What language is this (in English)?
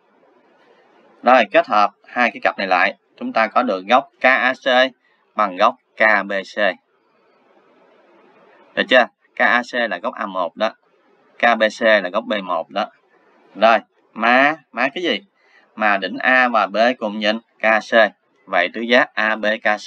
Vietnamese